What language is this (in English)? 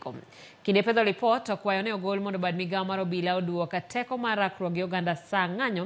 Luo (Kenya and Tanzania)